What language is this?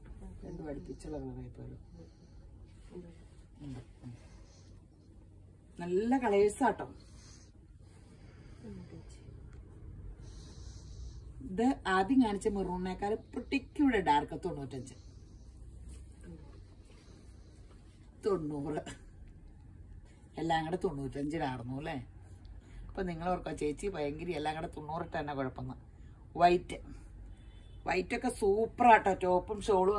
Malayalam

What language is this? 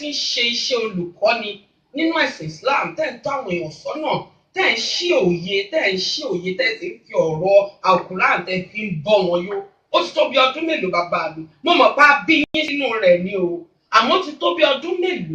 Yoruba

